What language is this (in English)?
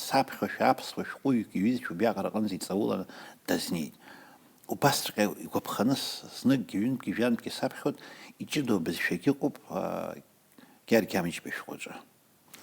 Abkhazian